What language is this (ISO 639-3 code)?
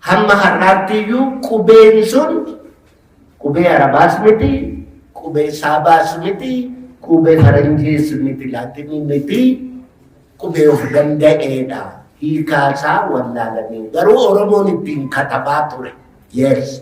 orm